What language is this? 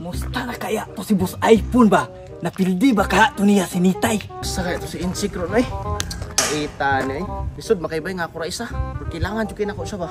Cebuano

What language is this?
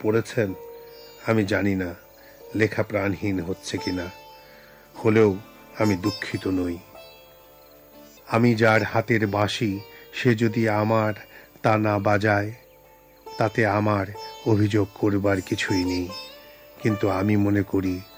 Bangla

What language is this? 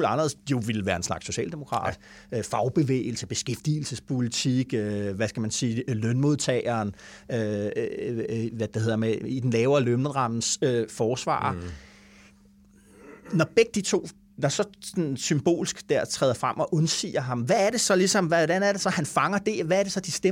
Danish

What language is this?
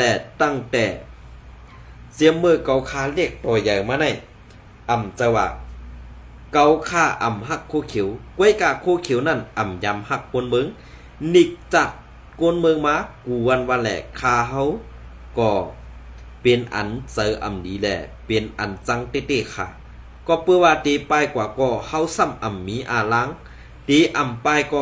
Shan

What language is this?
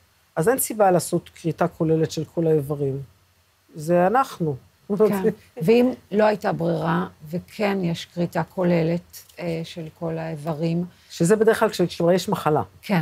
Hebrew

